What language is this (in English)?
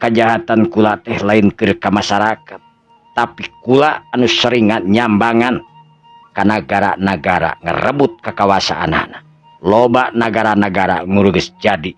Sundanese